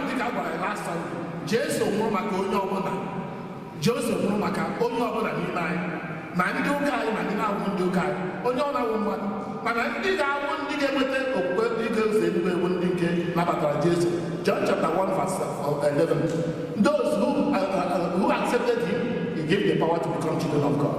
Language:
Igbo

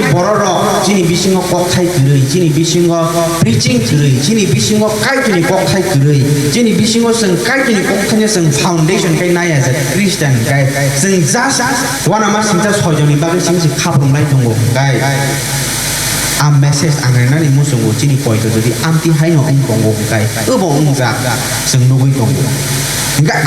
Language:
Kok Borok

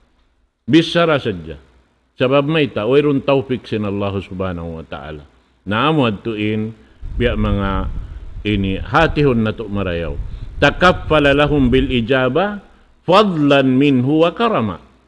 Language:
Tausug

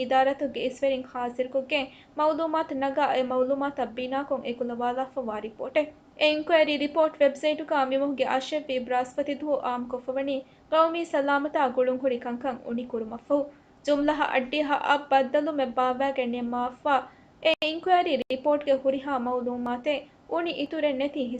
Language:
Divehi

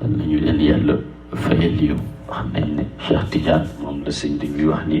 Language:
Wolof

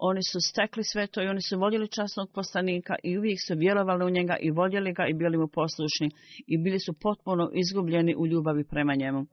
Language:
Bosnian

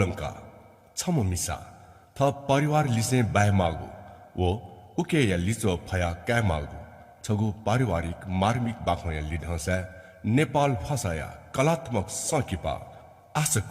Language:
Newari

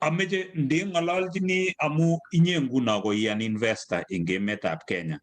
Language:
Kalenjin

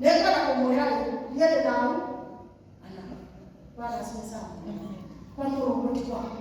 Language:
Kikuyu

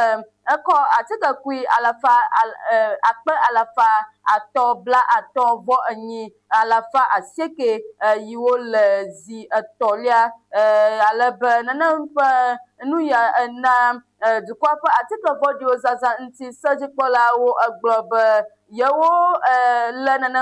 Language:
Ewe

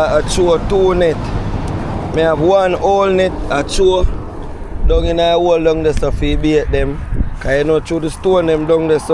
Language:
Jamaican Creole English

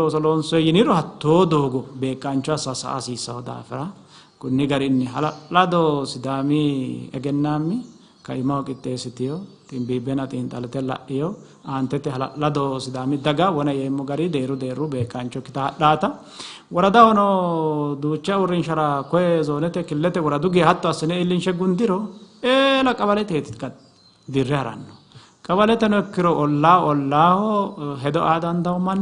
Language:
Sidamo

